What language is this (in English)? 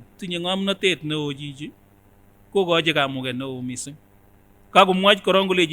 Kipsigis